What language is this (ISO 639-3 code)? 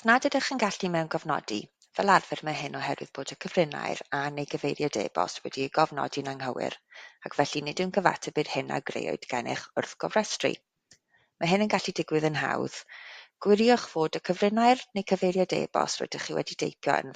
cym